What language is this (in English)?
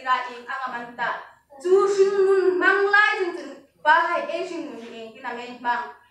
Hmar